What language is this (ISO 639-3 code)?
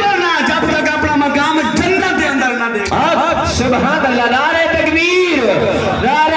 skr